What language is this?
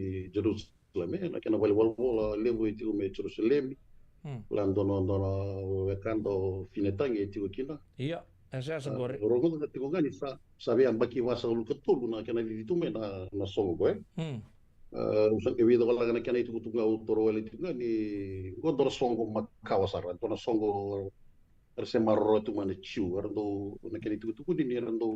Fijian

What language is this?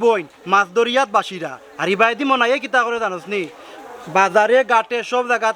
Sylheti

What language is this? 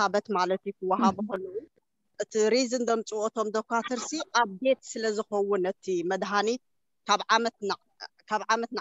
Tigrinya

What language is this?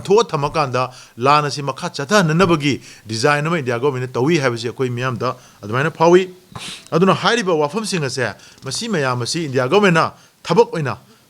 Manipuri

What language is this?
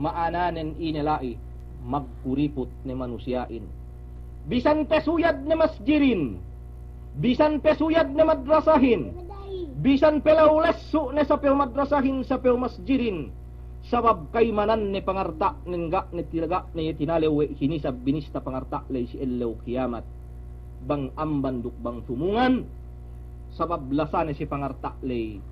Yakan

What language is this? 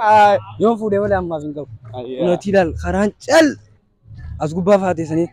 Oromo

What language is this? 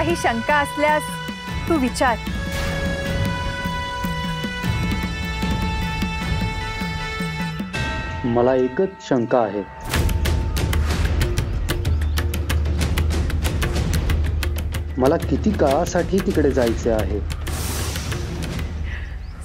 Marathi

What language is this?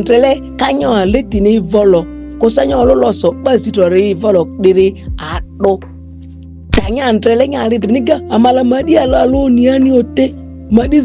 Ma'di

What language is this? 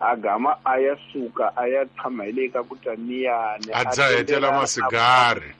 Tsonga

